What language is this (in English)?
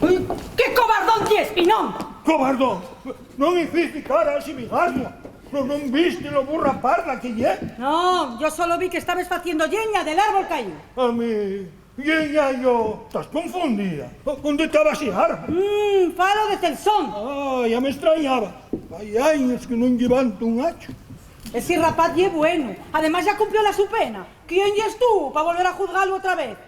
Asturian